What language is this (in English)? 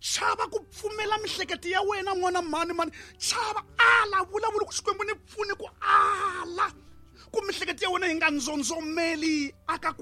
Tsonga